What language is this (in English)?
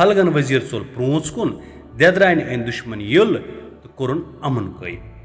Kashmiri